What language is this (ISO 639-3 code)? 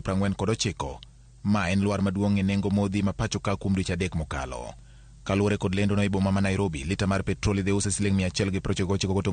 luo